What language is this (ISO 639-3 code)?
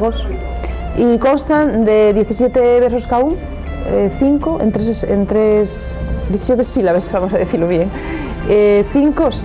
ast